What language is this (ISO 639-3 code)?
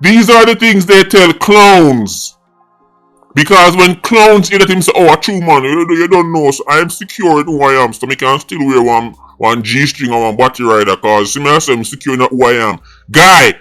jam